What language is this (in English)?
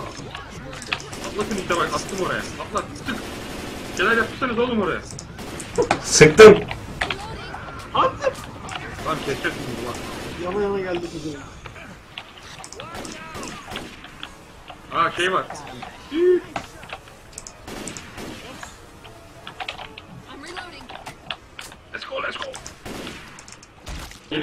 Turkish